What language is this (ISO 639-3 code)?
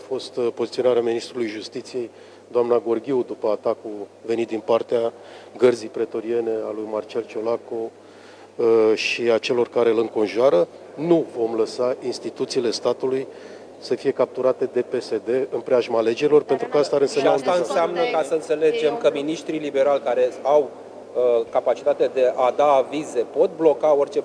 ron